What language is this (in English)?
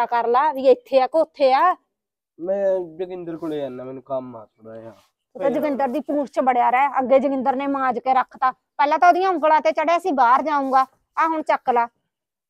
Punjabi